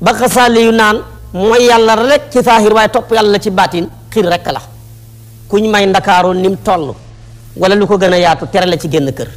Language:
Wolof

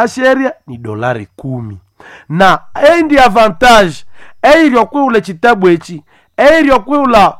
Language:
Nande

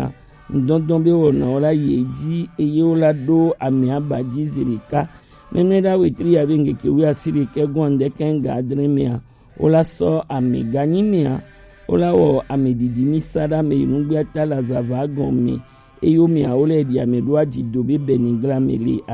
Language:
Gen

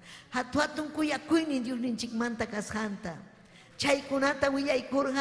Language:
Ayacucho Quechua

